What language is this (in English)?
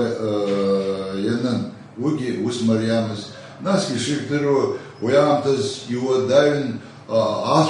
Abkhazian